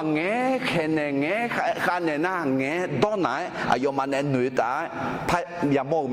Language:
Akha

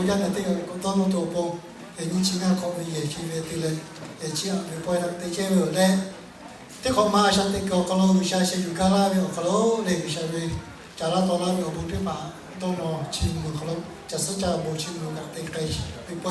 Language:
Lahu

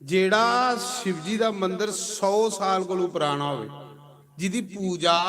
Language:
Dogri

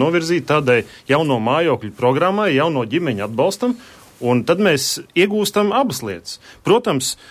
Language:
Latvian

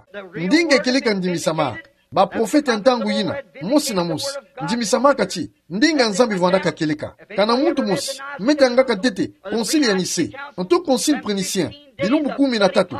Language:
Kituba (Democratic Republic of Congo)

